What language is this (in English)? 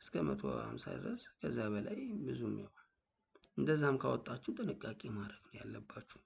Amharic